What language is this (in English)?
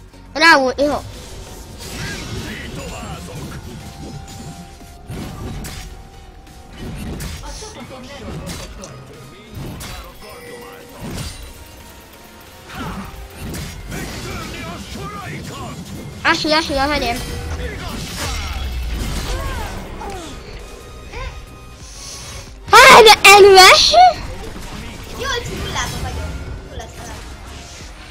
Hungarian